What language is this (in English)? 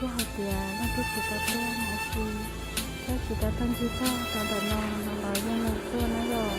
Hmong